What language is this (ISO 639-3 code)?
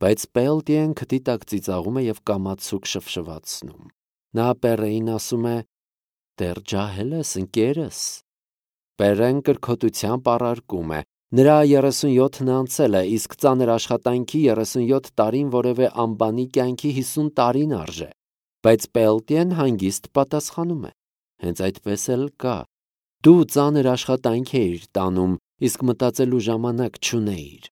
hye